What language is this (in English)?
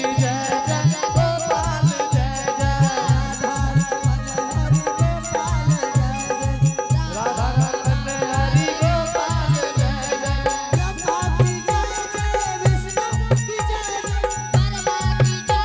Angika